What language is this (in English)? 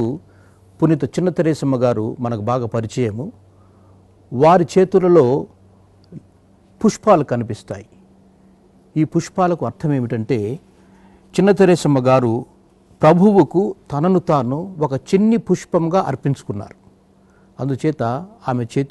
Telugu